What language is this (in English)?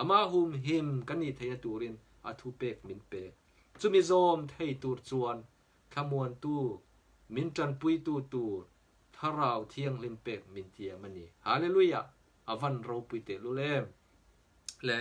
Mizo